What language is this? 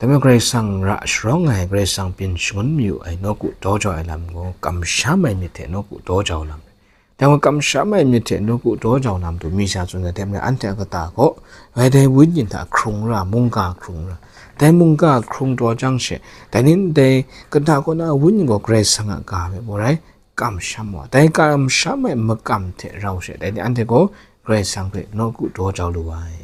Kachin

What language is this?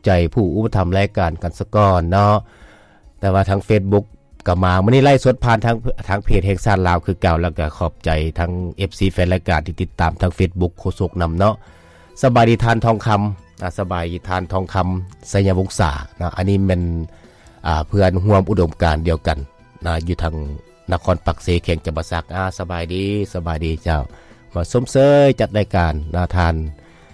Lao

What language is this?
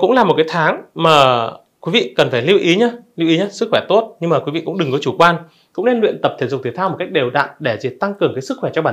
Vietnamese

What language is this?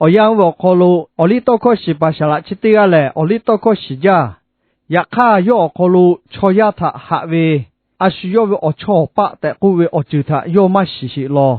Lahu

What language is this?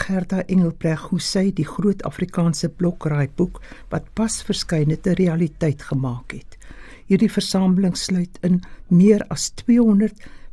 Afrikaans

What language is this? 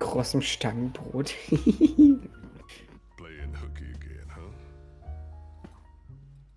German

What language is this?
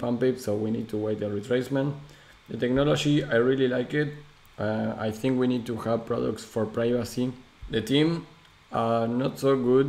English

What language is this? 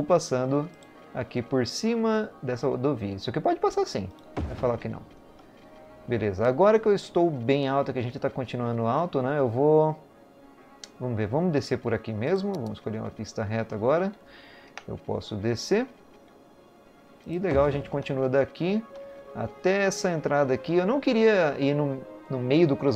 Portuguese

